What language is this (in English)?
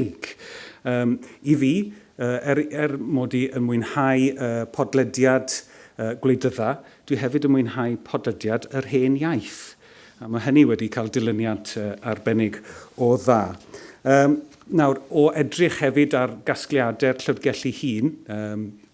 Welsh